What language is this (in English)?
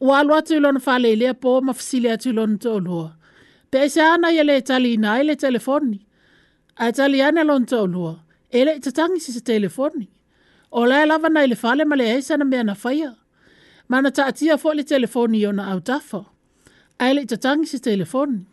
Samoan